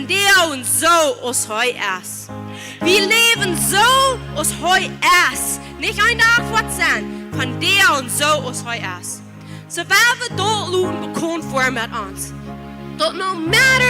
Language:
Plautdietsch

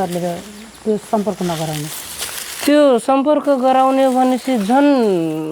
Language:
Nepali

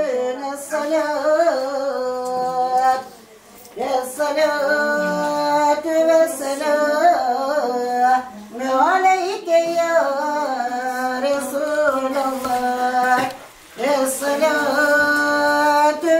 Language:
Turkish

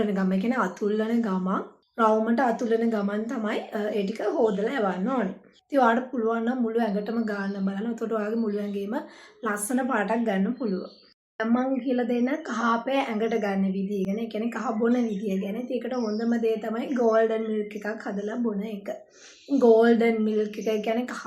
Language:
Sinhala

